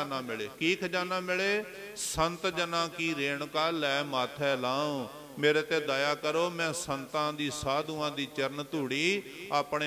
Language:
Punjabi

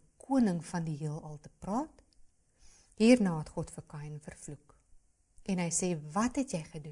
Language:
Afrikaans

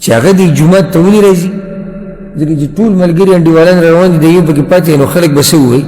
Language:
Pashto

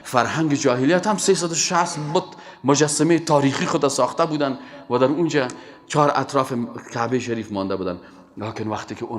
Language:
Persian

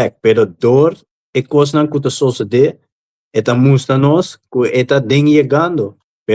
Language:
Papiamento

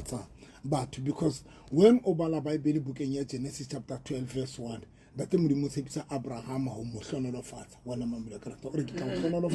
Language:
Southern Sotho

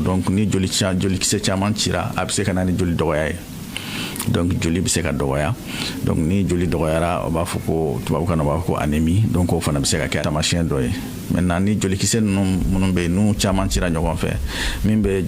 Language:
Bambara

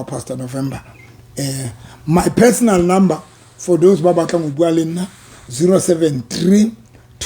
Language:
Southern Sotho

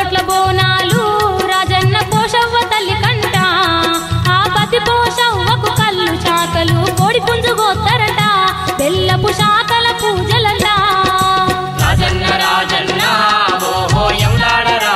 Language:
Telugu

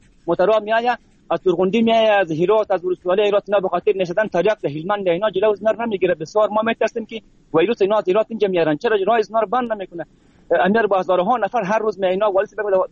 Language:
Persian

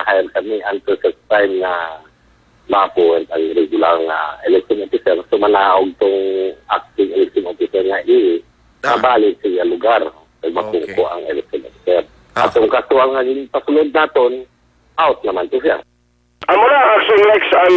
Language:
Hiligaynon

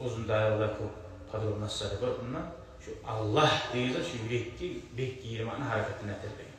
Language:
Kumyk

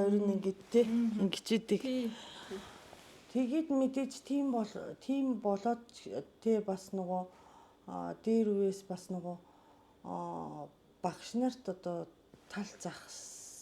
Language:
Mongolian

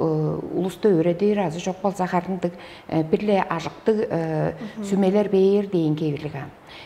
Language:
Tuvinian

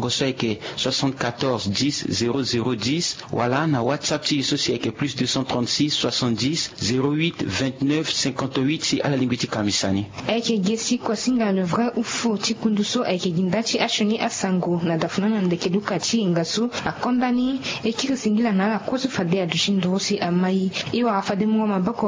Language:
Sango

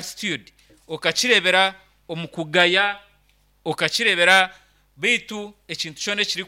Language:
Nyankole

